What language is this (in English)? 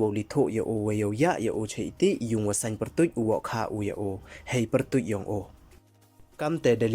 Pnar